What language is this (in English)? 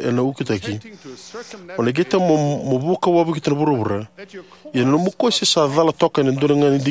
Fijian